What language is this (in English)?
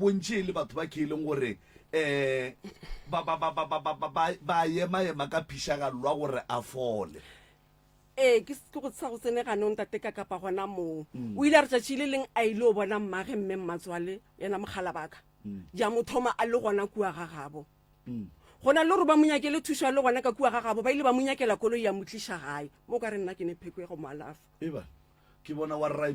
Northern Sotho